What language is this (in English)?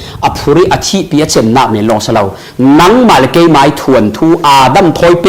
Falam Chin